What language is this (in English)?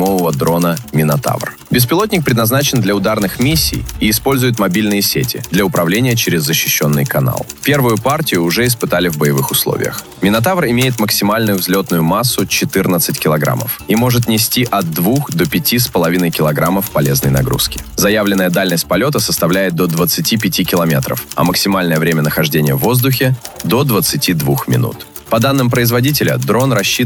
Russian